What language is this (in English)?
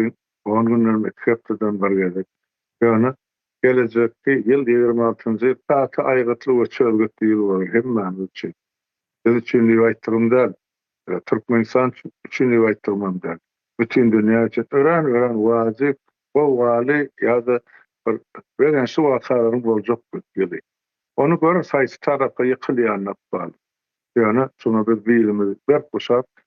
Turkmen